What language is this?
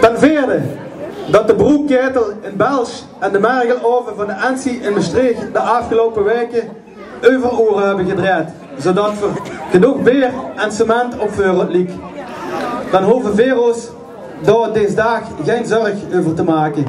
Limburgish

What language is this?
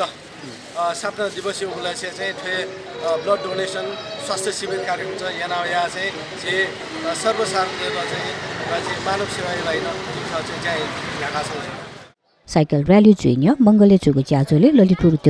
Newari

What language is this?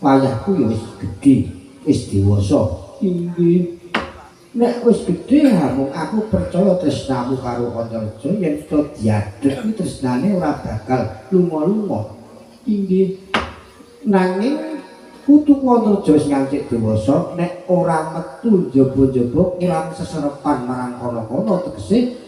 Javanese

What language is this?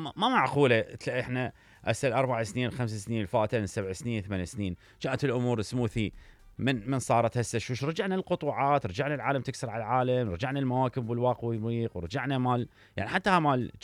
Mesopotamian Arabic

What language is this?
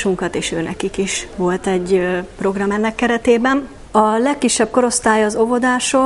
Hungarian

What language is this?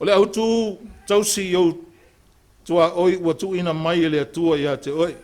Samoan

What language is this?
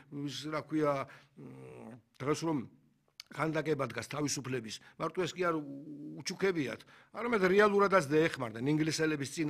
Georgian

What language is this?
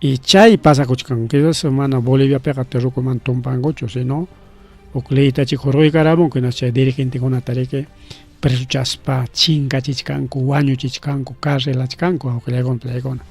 Ayacucho Quechua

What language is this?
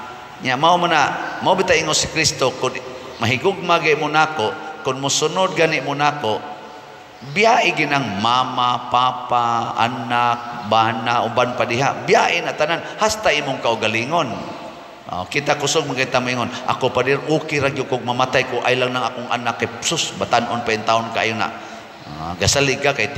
Cebuano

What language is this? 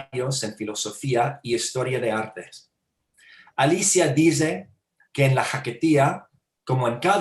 Ladino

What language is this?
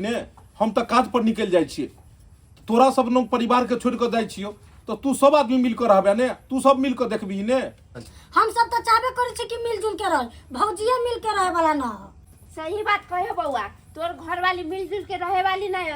Maithili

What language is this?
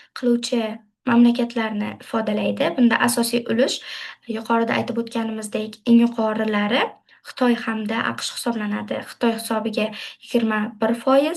Uzbek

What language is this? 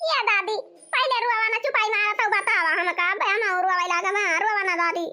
Awadhi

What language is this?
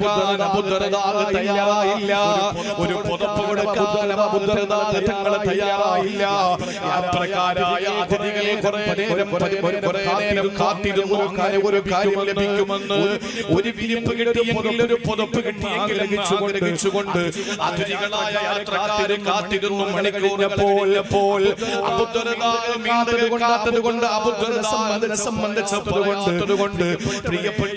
Malayalam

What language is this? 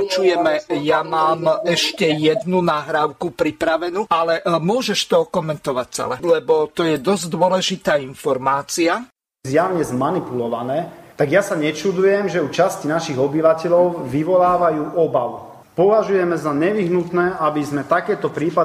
Slovak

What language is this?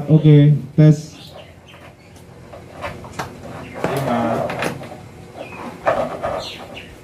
Indonesian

